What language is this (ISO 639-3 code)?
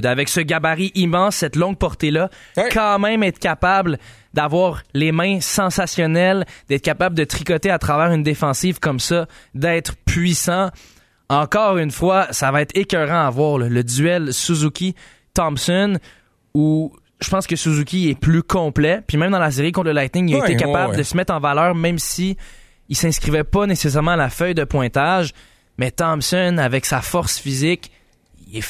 fra